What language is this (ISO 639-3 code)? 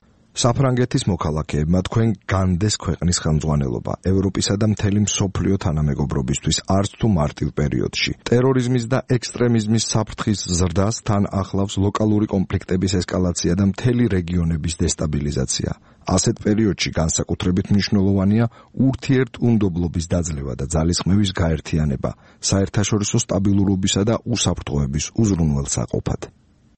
kat